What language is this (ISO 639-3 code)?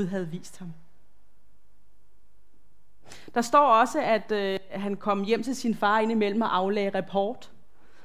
dan